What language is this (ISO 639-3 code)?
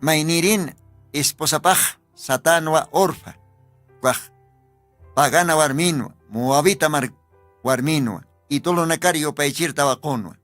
aym